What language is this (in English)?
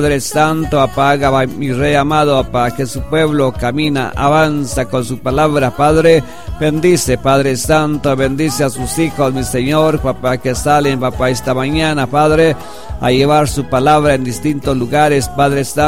Spanish